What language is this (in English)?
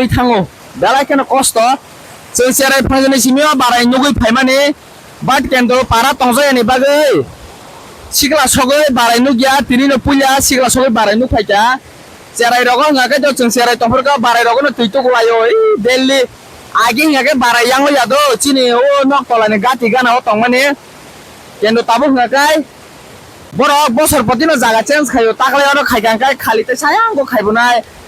Kok Borok